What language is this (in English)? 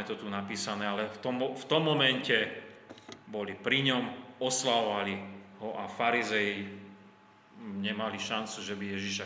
Slovak